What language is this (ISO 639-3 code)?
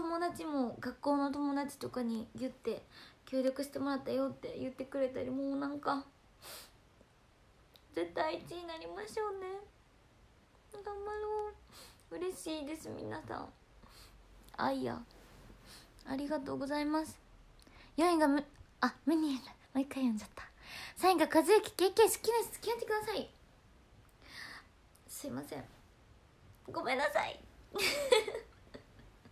jpn